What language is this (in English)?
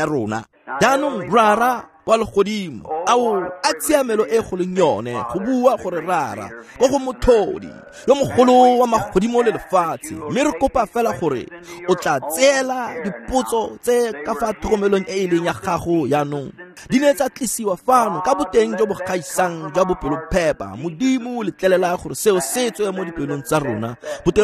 Tswana